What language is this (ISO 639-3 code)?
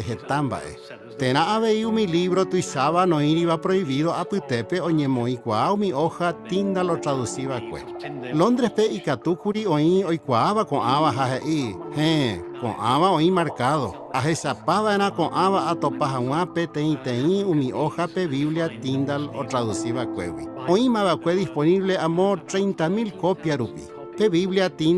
grn